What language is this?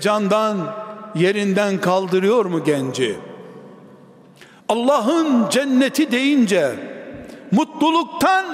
Turkish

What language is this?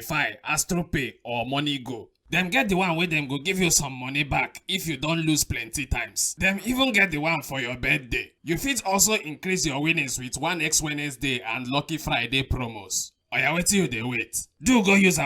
Nigerian Pidgin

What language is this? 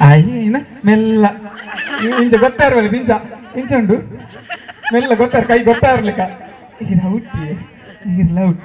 Tulu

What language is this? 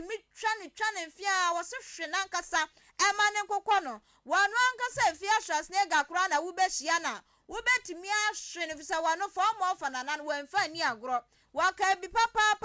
Akan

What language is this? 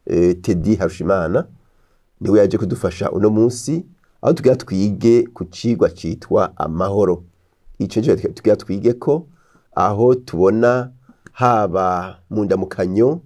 Rundi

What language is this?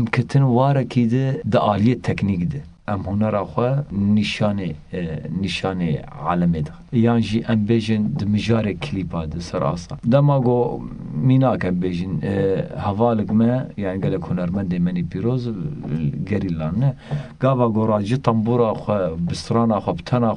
Kurdish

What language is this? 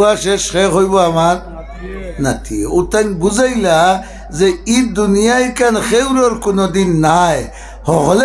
Sylheti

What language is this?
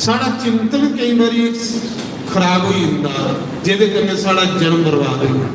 Dogri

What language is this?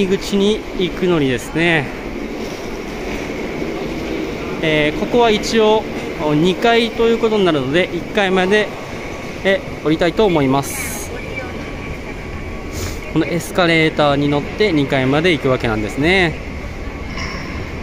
Japanese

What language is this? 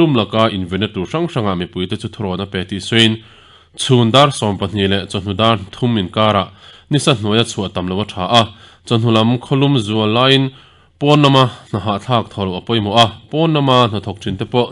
Mizo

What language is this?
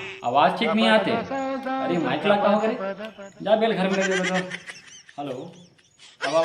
Chhattisgarhi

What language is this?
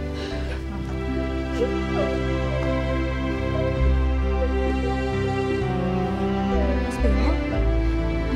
Indonesian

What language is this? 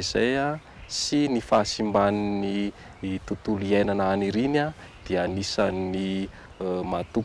Malagasy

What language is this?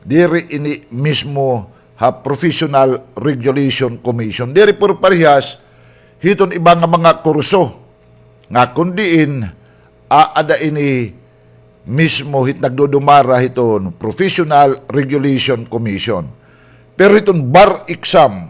Waray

